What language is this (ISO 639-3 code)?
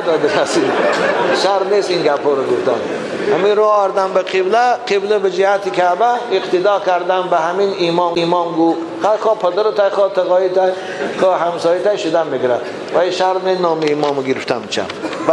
tgk